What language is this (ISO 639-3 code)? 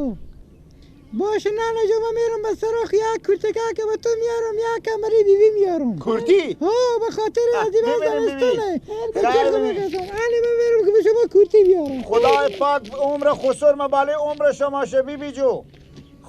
fas